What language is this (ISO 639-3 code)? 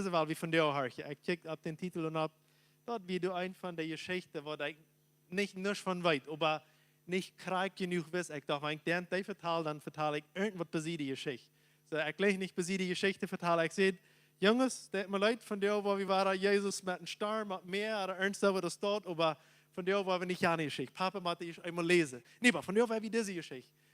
pdt